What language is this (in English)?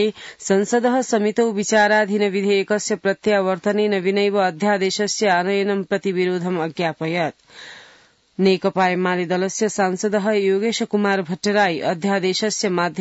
Sanskrit